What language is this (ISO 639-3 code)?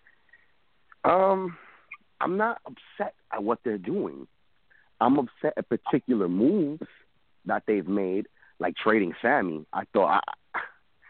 eng